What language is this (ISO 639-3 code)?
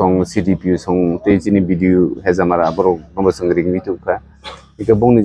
trp